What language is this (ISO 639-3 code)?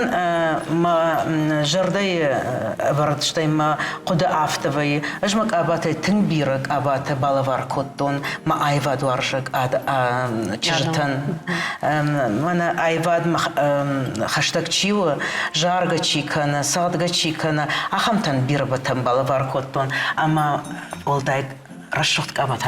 oss